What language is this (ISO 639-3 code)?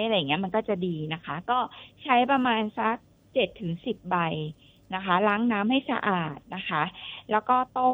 tha